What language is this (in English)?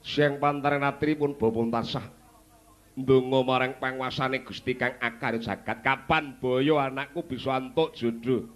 Javanese